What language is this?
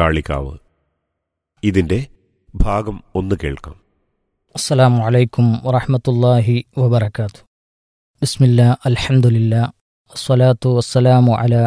Malayalam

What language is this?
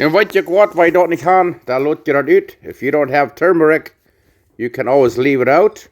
Plautdietsch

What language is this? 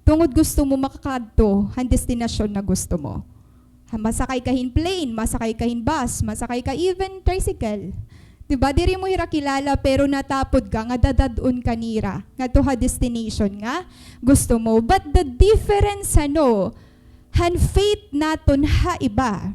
Waray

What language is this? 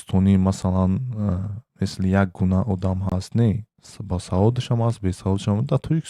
Tajik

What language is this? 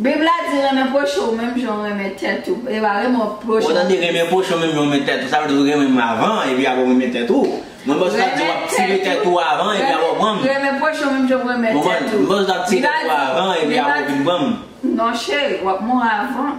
Haitian Creole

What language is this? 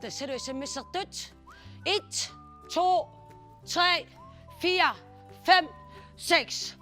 Kalaallisut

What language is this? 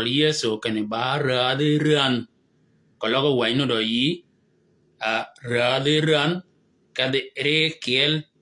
Shilluk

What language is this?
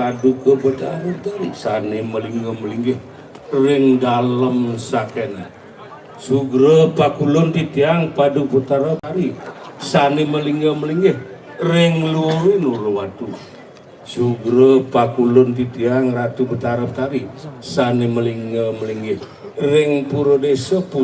Balinese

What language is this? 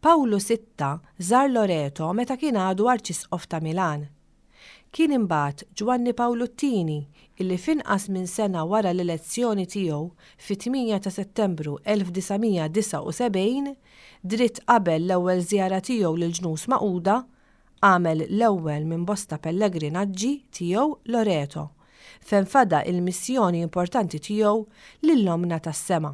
Maltese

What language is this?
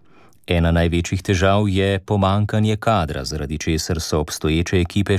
Slovenian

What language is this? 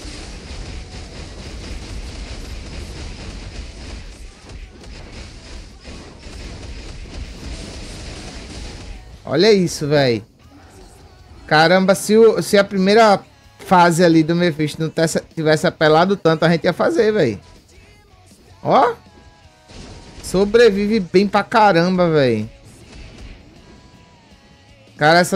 Portuguese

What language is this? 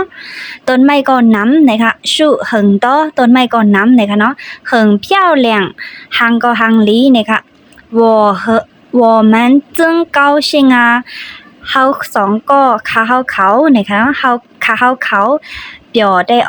Shan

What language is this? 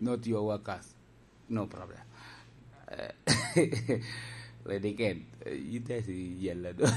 Lango (Uganda)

